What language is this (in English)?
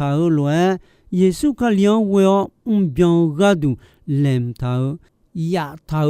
Akha